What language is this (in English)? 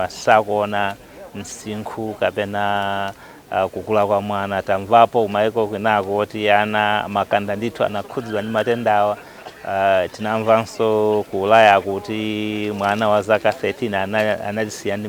Nyanja